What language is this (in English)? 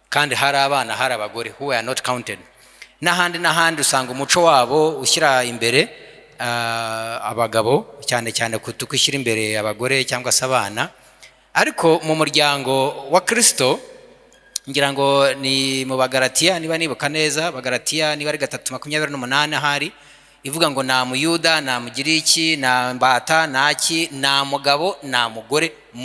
Kinyarwanda